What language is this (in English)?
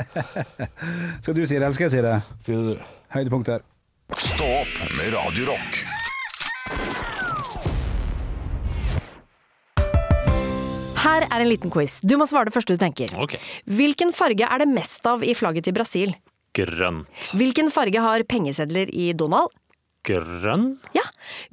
Norwegian